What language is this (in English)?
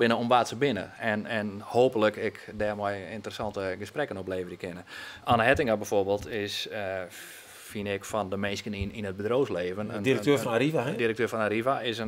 Western Frisian